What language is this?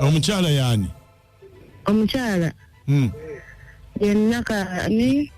Ganda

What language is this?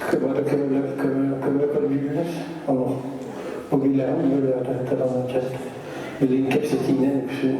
Yakut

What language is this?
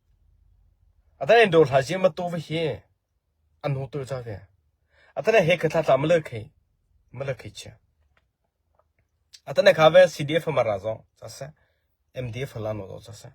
Mara Chin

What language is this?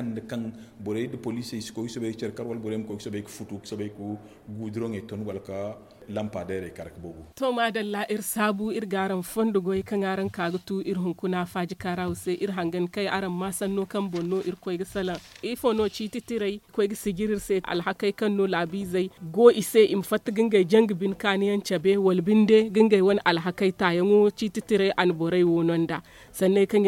Zarma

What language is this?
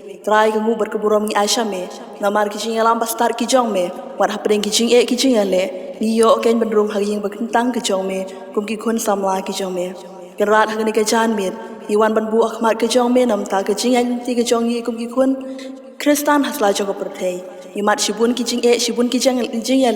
Khasi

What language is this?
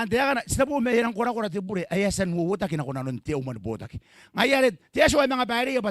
Gilbertese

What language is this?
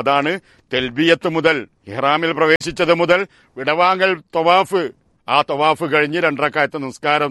Malayalam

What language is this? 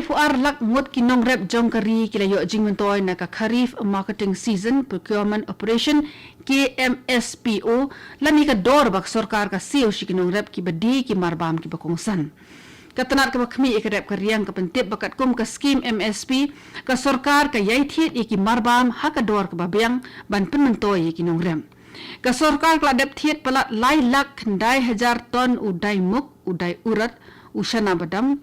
Khasi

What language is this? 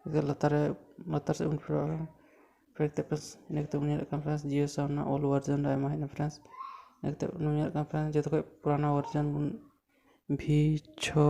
Santali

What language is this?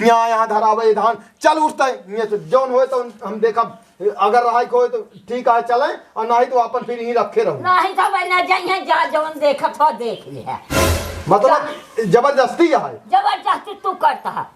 Awadhi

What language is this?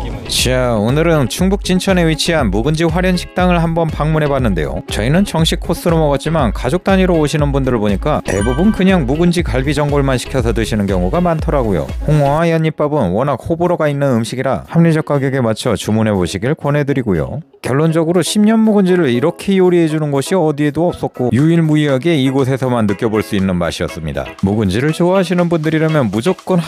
Korean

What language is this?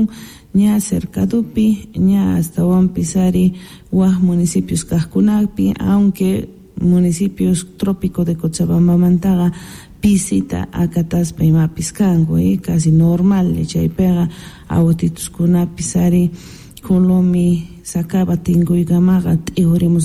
South Bolivian Quechua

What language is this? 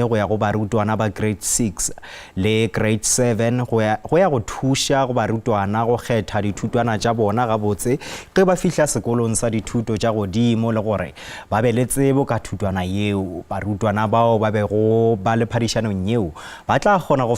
Northern Sotho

